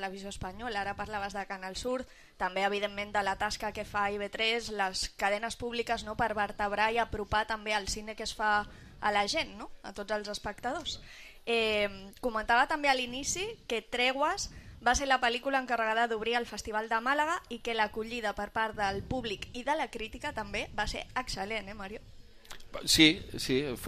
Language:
Catalan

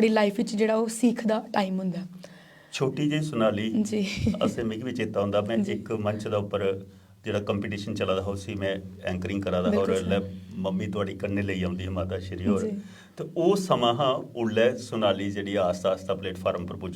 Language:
Dogri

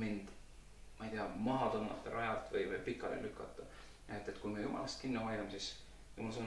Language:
Estonian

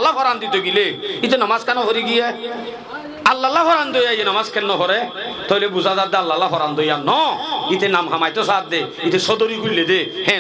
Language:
Rohingya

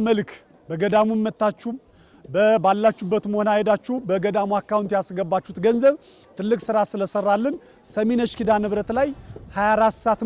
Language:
Amharic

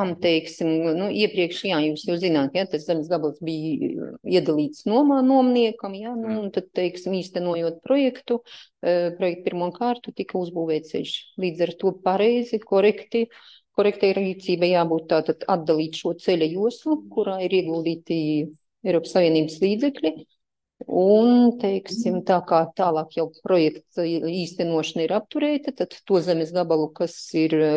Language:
Latvian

